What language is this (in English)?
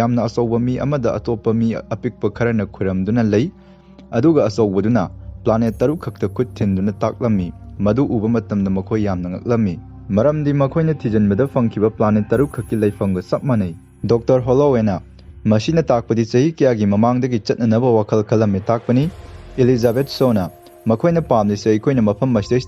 Manipuri